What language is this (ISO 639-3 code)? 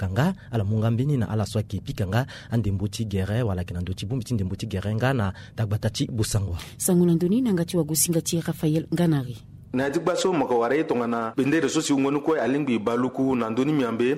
sag